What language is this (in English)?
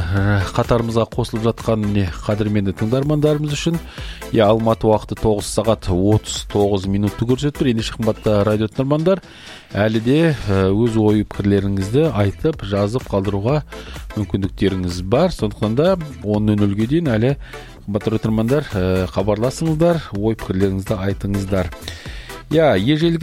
Kazakh